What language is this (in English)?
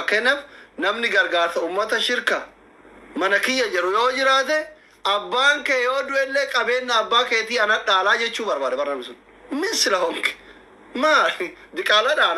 Oromo